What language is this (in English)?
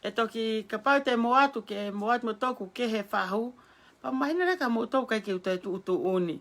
Tongan